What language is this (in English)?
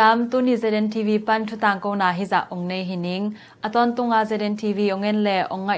Tedim Chin